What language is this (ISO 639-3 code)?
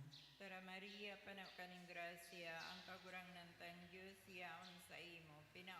bik